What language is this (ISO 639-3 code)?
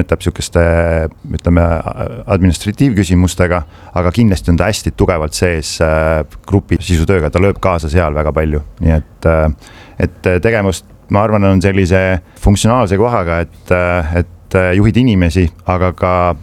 est